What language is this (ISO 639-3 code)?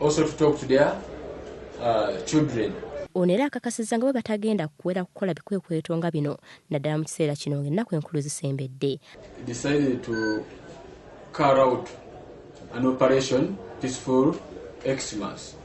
lug